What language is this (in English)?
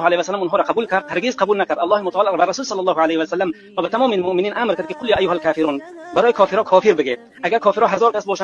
Tajik